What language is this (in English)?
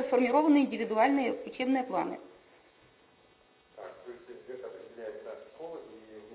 Russian